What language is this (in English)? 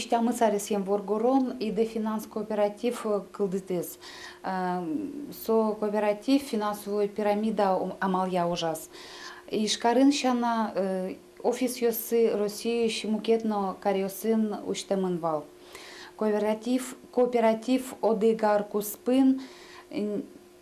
Udmurt